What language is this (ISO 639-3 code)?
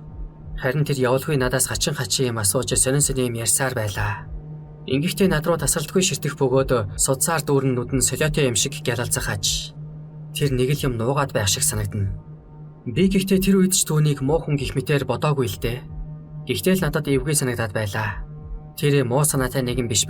mon